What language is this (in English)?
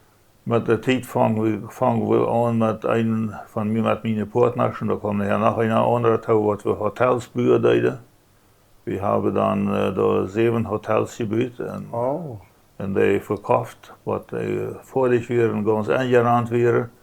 Plautdietsch